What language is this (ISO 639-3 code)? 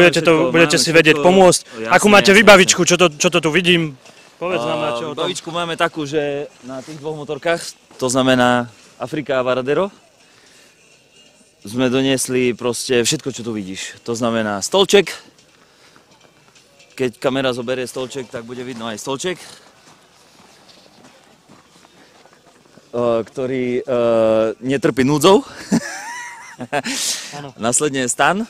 slk